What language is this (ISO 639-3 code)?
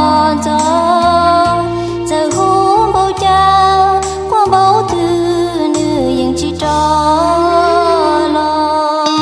hmn